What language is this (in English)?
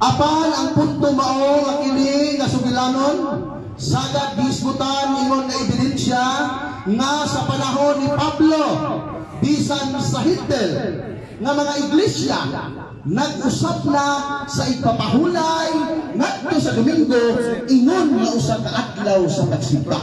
Cebuano